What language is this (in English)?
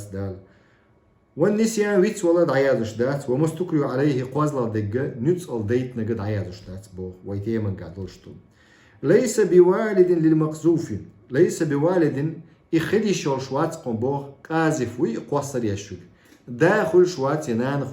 Chechen